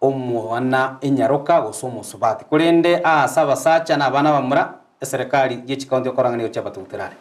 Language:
Gusii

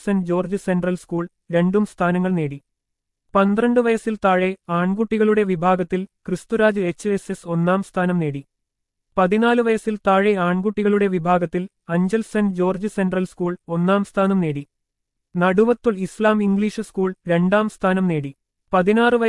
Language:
Malayalam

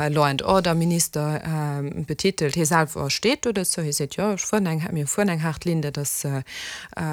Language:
Luxembourgish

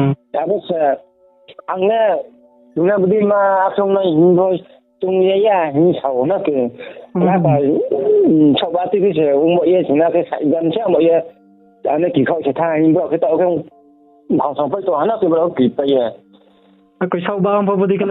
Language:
Riang (India)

